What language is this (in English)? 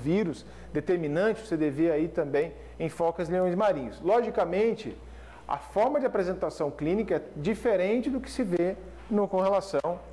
Portuguese